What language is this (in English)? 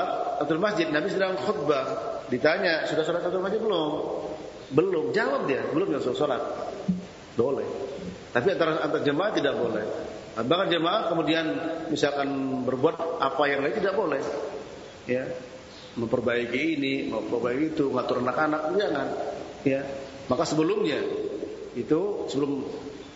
Indonesian